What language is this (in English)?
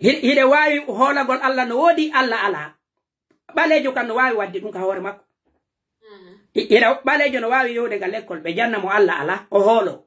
Pular